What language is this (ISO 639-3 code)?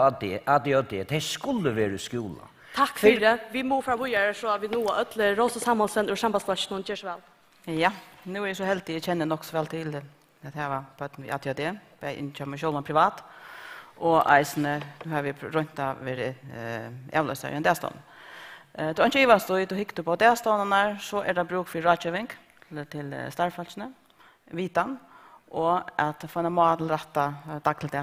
fao